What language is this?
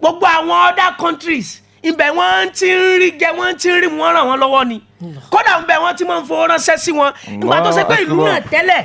Yoruba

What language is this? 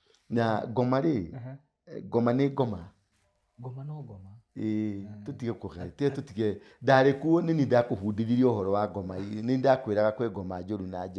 Kikuyu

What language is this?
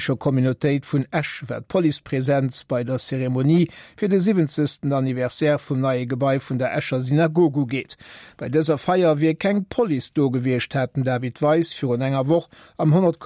Luxembourgish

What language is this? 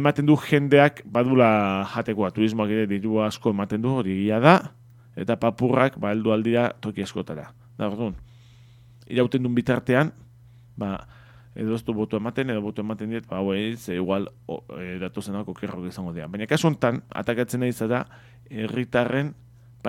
Basque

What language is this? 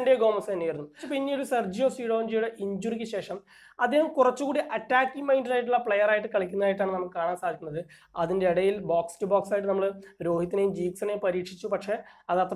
Malayalam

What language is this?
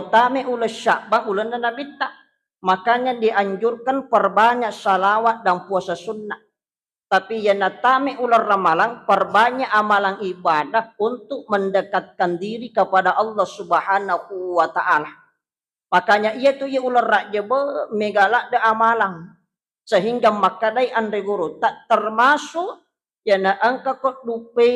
Buginese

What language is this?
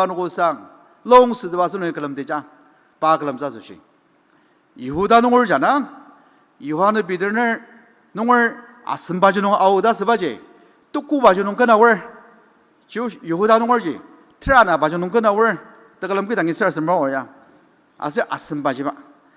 Ao Naga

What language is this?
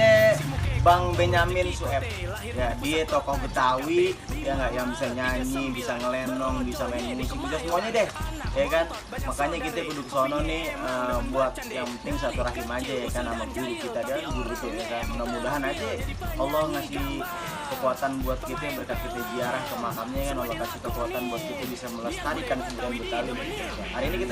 Betawi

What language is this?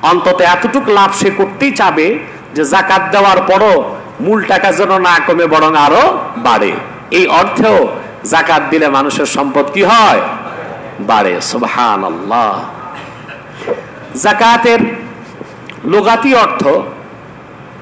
Bangla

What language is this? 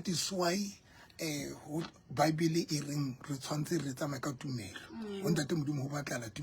Southern Sotho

